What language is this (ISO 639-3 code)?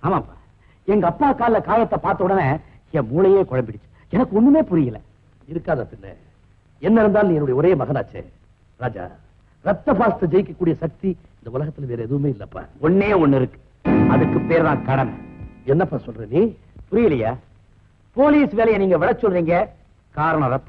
tam